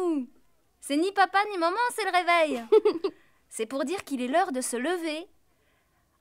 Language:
French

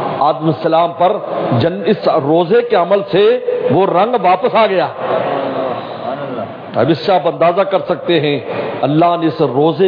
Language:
Urdu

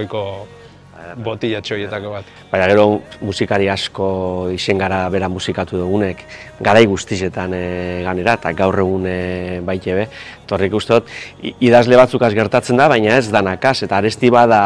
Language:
Basque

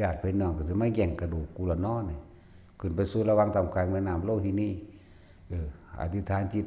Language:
Northeastern Thai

